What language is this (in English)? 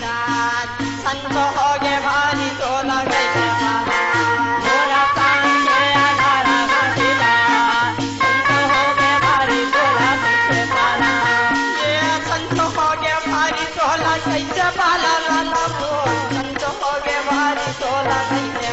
Chhattisgarhi